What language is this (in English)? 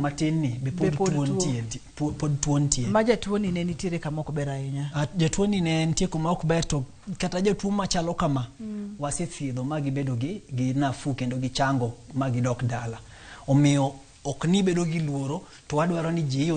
Luo (Kenya and Tanzania)